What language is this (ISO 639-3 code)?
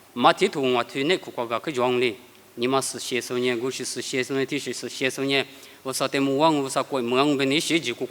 lis